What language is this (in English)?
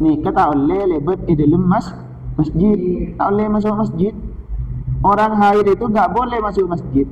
Madurese